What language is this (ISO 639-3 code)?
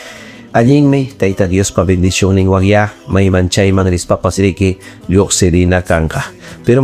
quy